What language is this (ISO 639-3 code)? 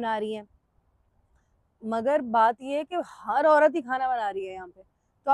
hin